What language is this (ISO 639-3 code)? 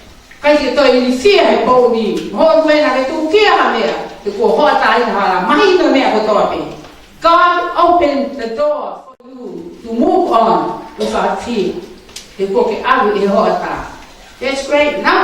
ton